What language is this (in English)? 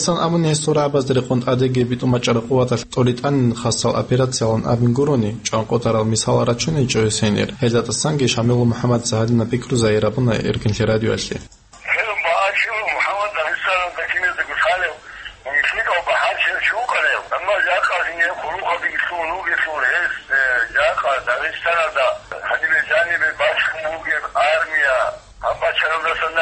Avaric